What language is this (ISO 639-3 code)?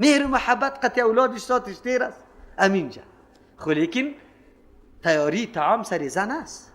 fas